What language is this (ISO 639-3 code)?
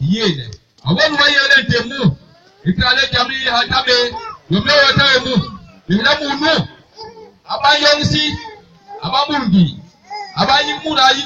bas